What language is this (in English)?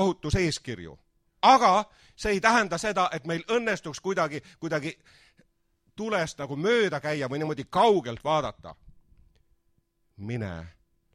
Estonian